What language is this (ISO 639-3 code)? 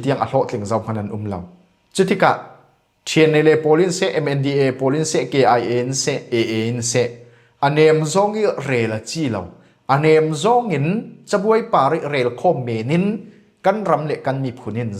cfm